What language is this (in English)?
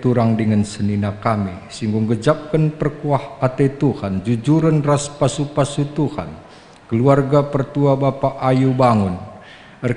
Batak Karo